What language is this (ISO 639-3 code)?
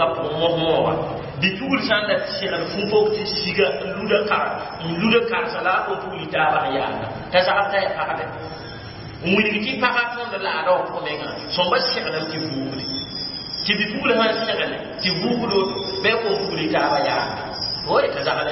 mos